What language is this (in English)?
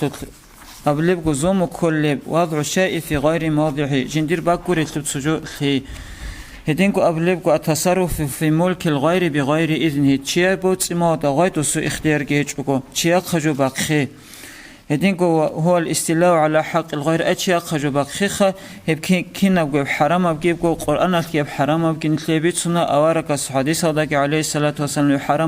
Avaric